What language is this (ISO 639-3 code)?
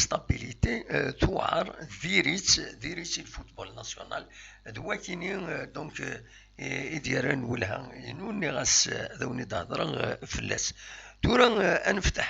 kab